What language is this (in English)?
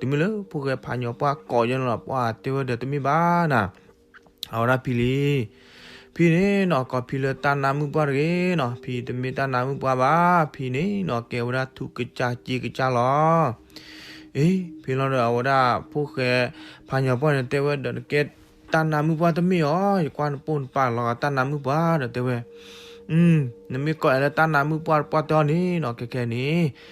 S'gaw Karen